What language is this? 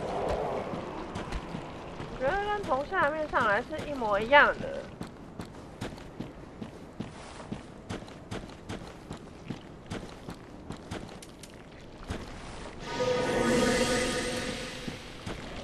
Chinese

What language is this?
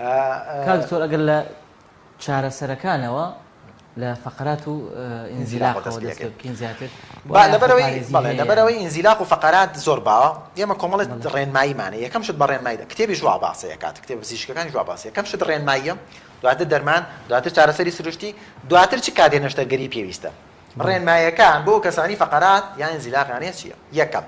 Central Kurdish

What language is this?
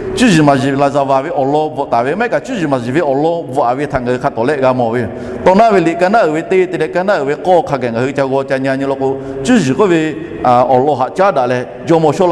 Lahu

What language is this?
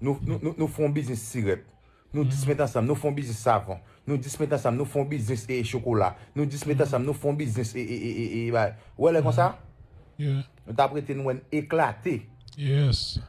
Haitian Creole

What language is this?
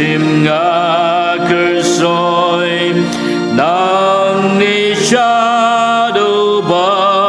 Khasi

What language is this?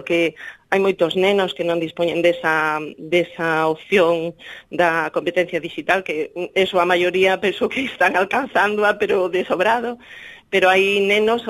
Galician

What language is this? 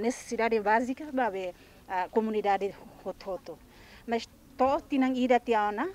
Tetum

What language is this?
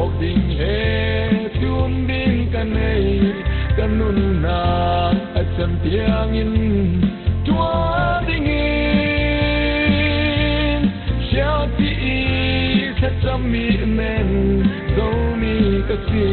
Falam Chin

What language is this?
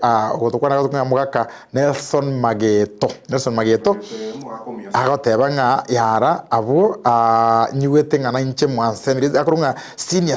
Gusii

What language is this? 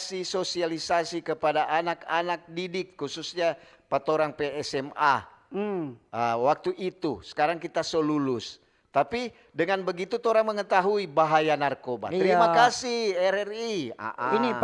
Manado Malay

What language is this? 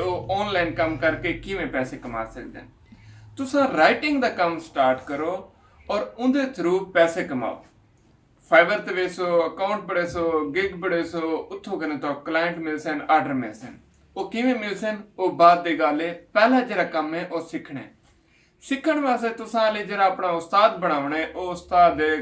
Saraiki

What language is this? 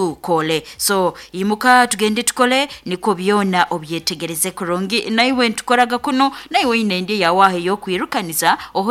Nyoro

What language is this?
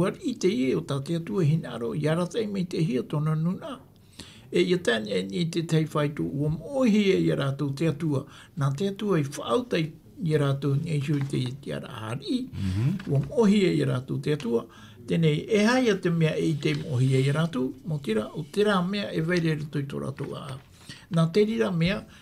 Tahitian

